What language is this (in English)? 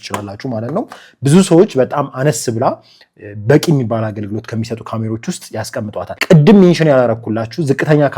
Amharic